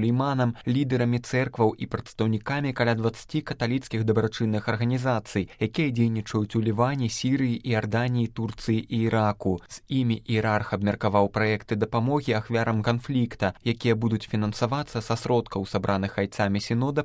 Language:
Belarusian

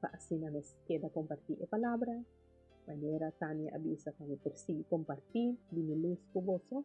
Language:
Papiamento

